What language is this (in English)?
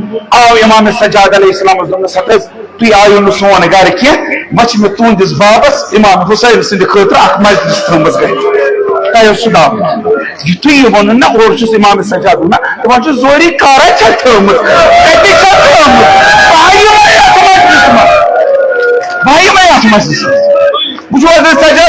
Kashmiri